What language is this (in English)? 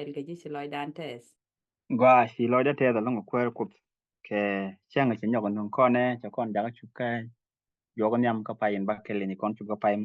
Nuer